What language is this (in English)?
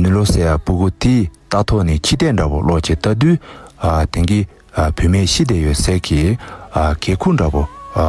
Tibetan